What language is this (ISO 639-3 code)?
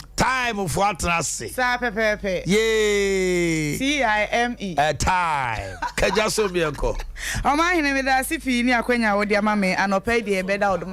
aka